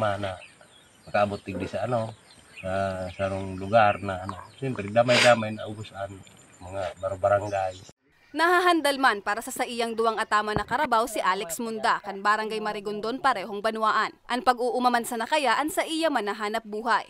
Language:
Bikol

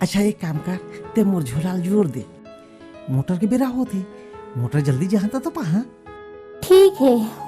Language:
Chhattisgarhi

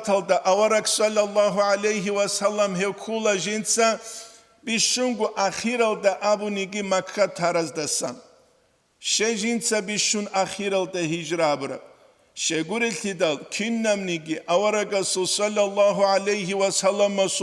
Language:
Avaric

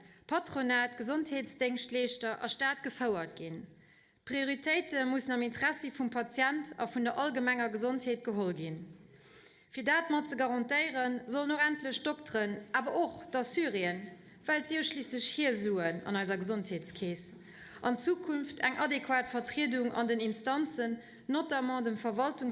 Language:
Luxembourgish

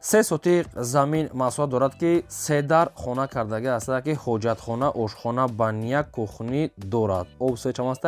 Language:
Tajik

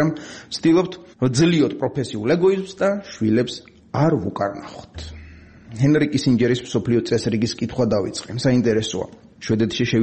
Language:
Georgian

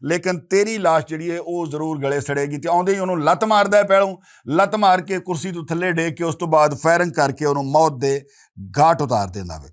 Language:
Western Panjabi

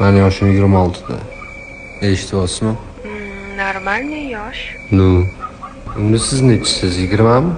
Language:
Uzbek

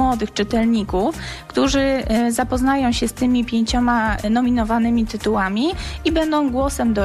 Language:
Polish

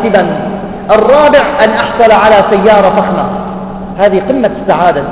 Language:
Arabic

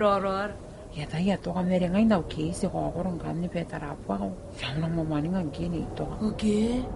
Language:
Gilbertese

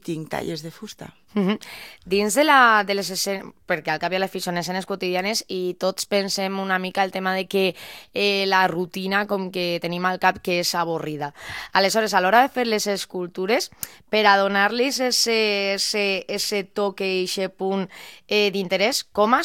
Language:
Catalan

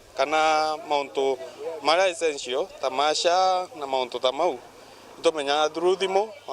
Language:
Meru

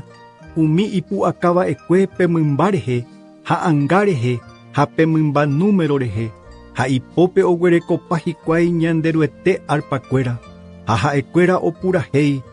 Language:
Guarani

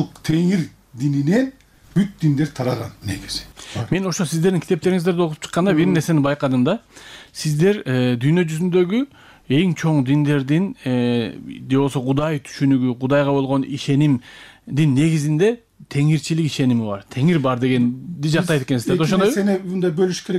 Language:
Kyrgyz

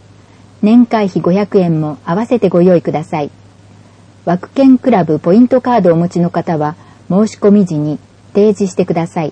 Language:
Japanese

